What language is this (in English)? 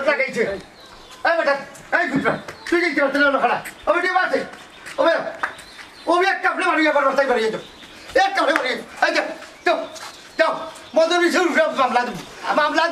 Sylheti